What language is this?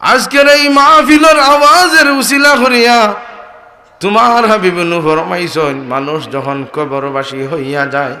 Sylheti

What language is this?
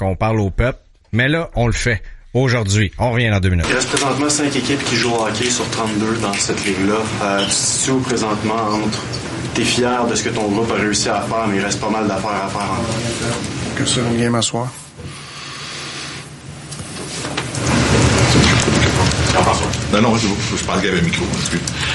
French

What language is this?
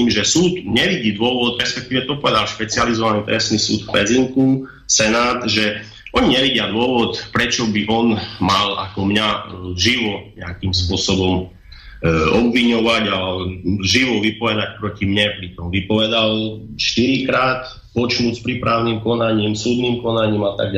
Slovak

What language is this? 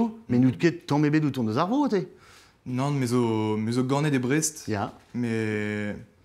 Breton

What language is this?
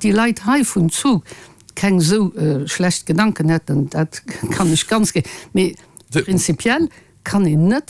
Luxembourgish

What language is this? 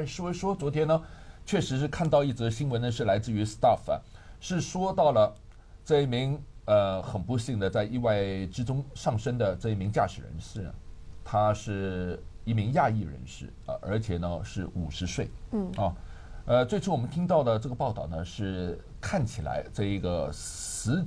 Chinese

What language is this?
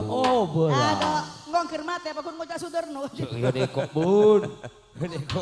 Madurese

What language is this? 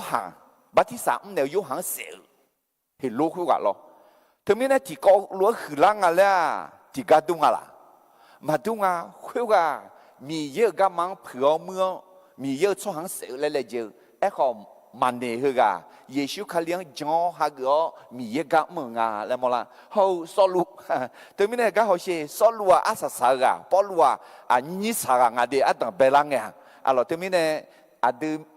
Akha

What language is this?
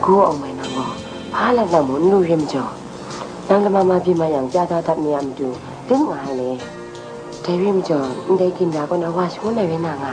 Kachin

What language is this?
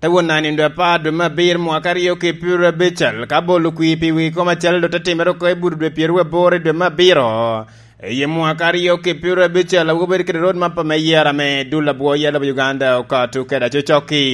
Lango (Uganda)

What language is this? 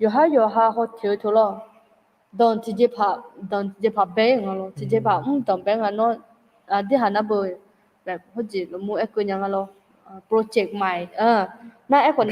Akha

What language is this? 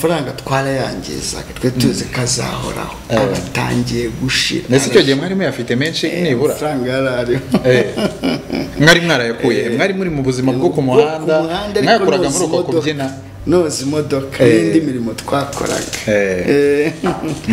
Kinyarwanda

